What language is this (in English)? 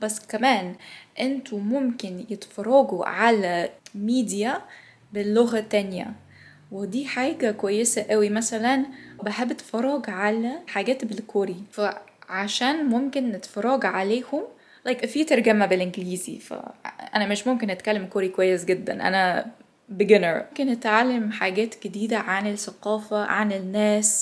Egyptian Arabic